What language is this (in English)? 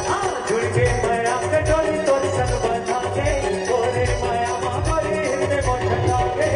Chhattisgarhi